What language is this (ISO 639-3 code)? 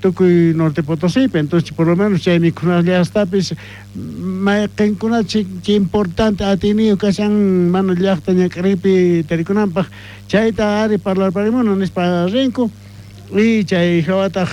quh